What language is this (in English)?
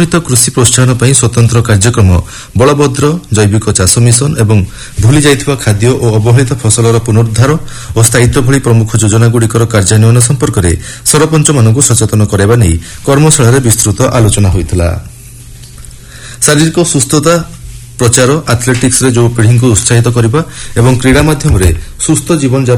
Odia